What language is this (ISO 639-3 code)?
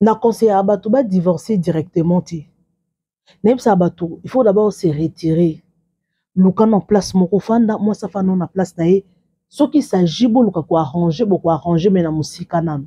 lin